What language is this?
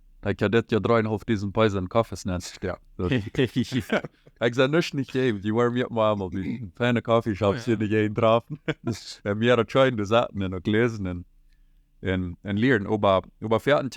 Plautdietsch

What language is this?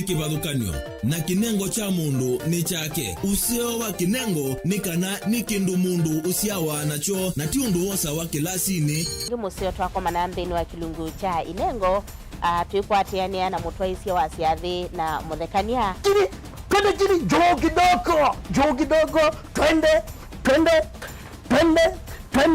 Kamba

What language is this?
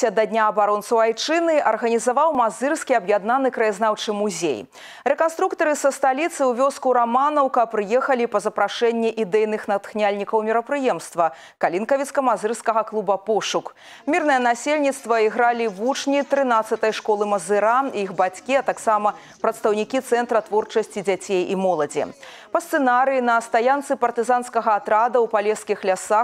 Belarusian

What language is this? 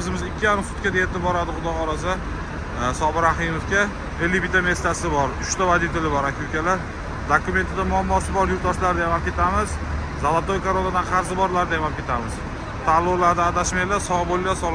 Uzbek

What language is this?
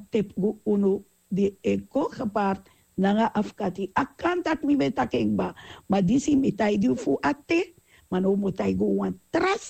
Sranan Tongo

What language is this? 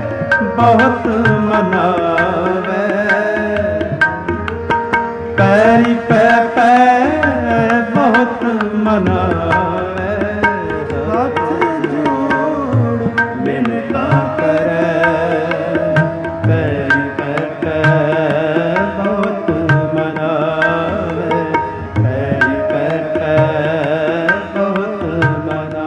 Punjabi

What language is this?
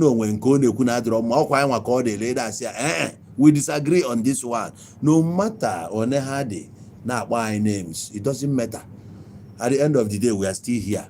Igbo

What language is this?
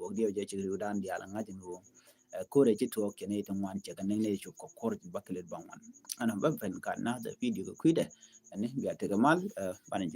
Nuer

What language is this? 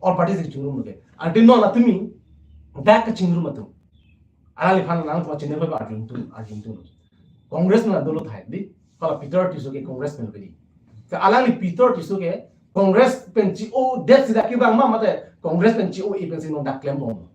Karbi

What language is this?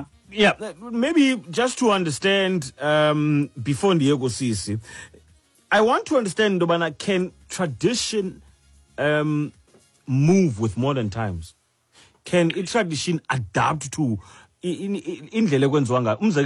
Xhosa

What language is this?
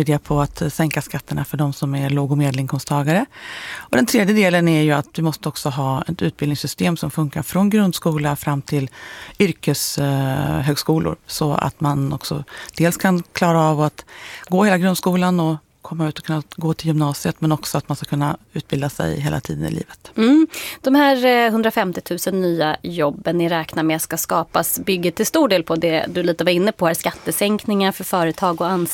Swedish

